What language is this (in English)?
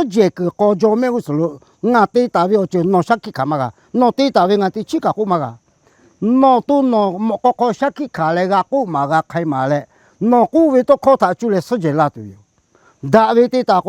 Lahu